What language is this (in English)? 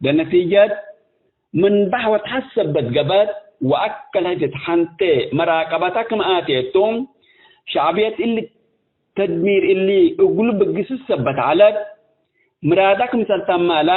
Tigre